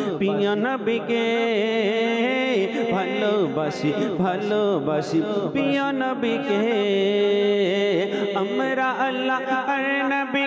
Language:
Bangla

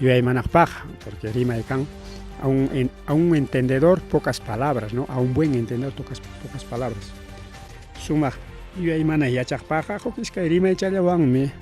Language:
Ayacucho Quechua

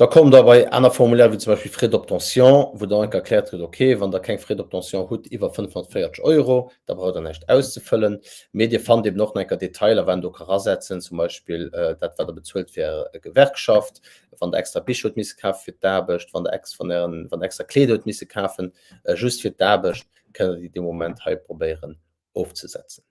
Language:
Luxembourgish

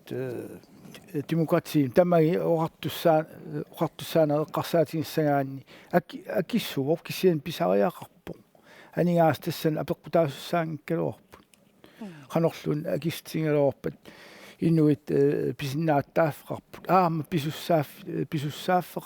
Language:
Kalaallisut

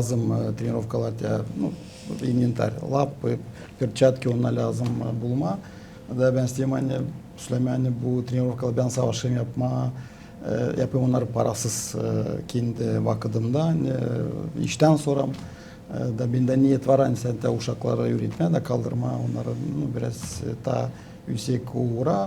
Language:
Gagauz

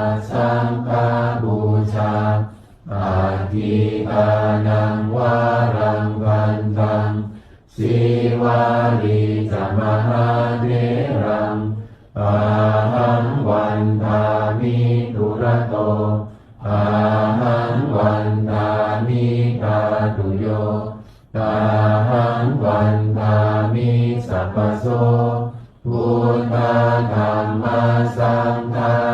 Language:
Pali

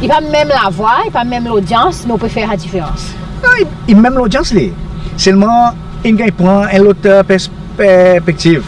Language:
Seselwa Creole French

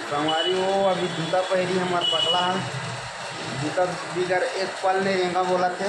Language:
Chhattisgarhi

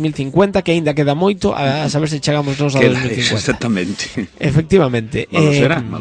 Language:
Galician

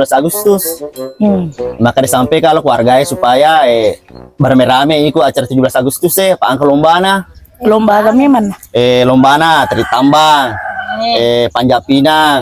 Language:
Buginese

